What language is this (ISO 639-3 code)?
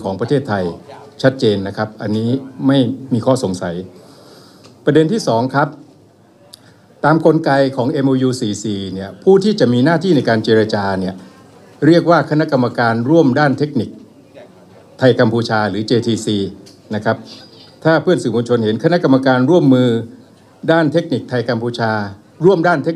tha